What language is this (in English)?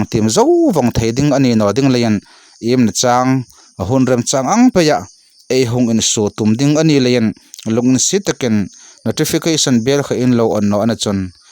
Hmar